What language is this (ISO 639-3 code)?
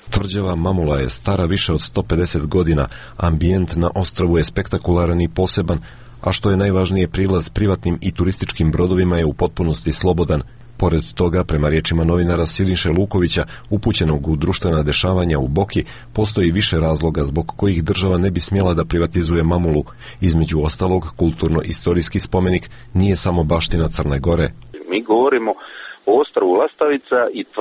hrv